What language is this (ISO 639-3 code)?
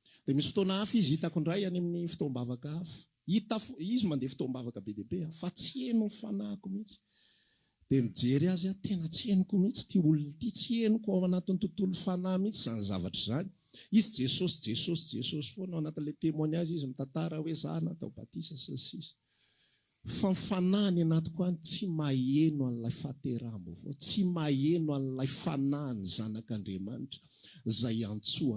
mlg